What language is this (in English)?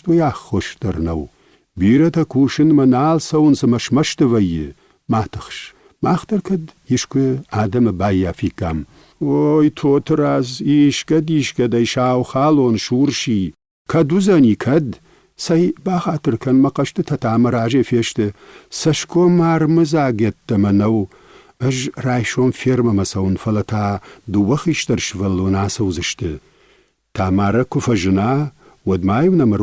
Ossetic